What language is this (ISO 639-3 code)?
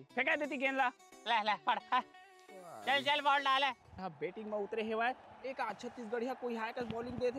hne